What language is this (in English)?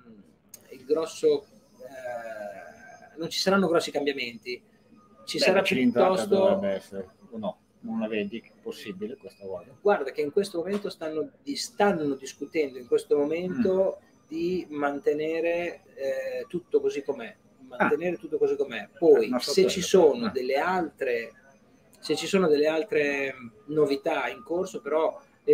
Italian